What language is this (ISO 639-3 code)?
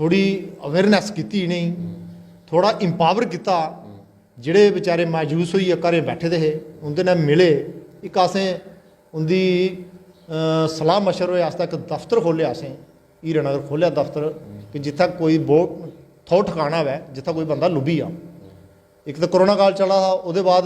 doi